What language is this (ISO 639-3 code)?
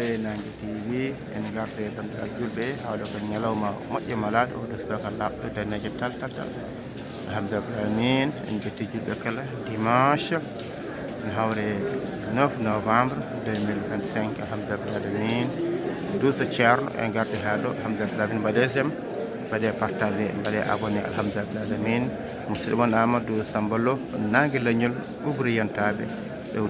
ful